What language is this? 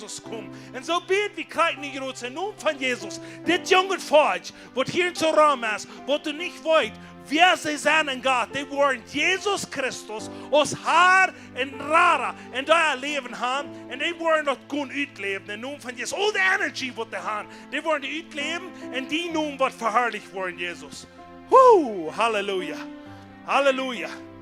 Plautdietsch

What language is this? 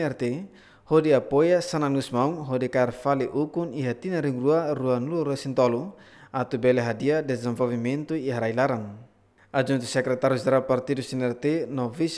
Tetum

